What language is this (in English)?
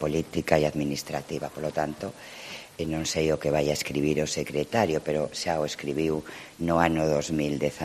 Galician